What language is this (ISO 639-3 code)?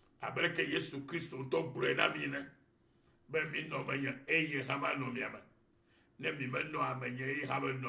ewe